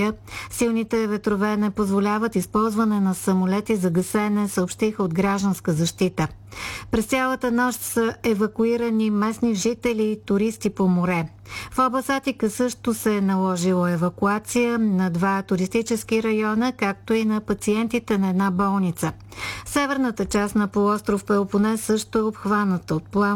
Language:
Bulgarian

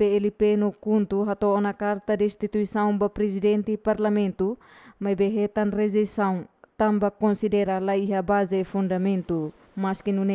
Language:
Tetum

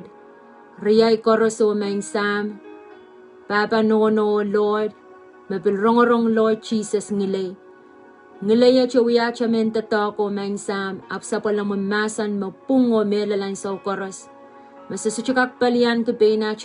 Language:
Pohnpeian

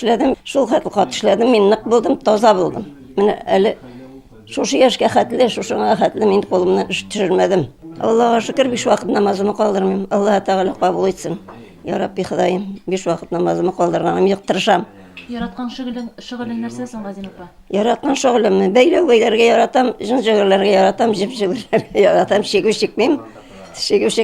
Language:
Tatar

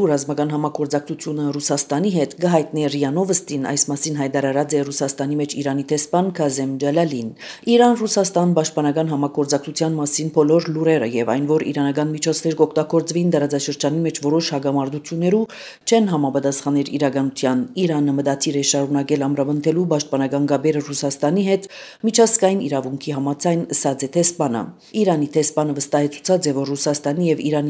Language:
Armenian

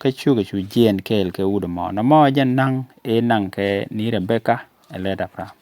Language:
Nuer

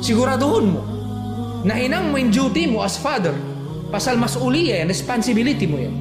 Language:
Tausug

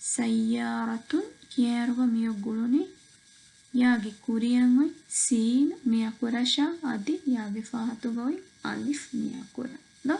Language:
Divehi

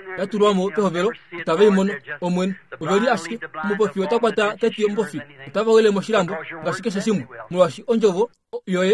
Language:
Kuanyama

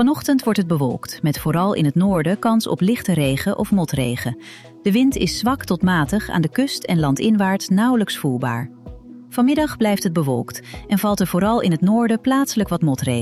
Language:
Dutch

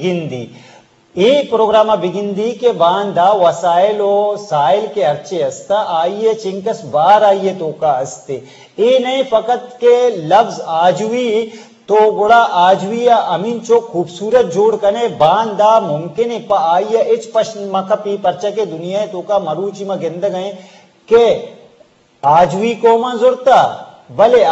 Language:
Eastern Balochi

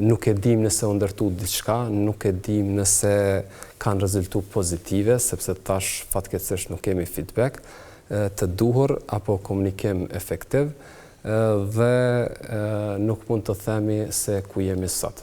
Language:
Albanian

